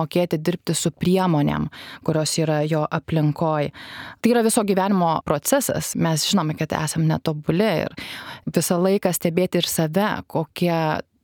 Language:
Lithuanian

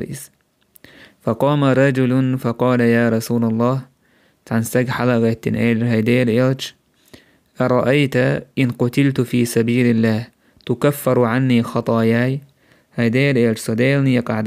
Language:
Chechen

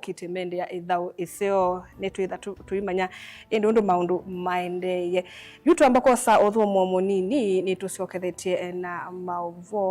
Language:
Kamba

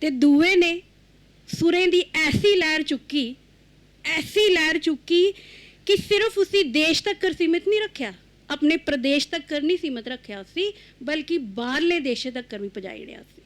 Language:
Dogri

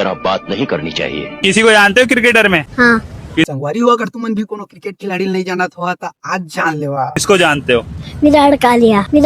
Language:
Chhattisgarhi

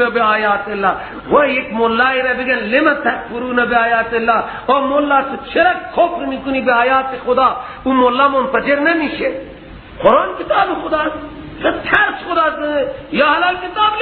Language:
Persian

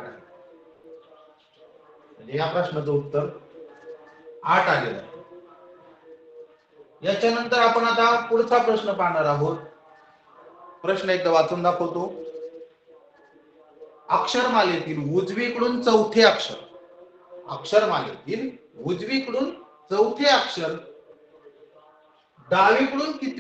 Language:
Marathi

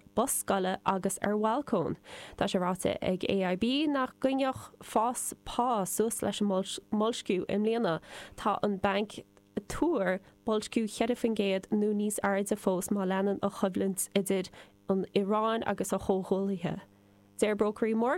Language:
Irish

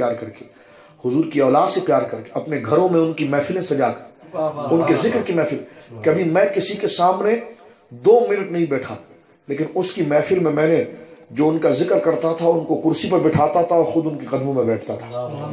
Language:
Urdu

